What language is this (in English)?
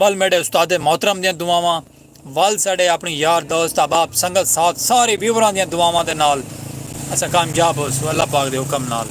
Saraiki